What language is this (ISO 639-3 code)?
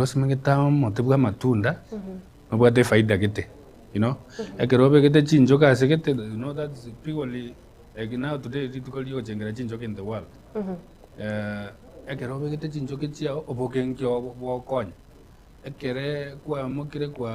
guz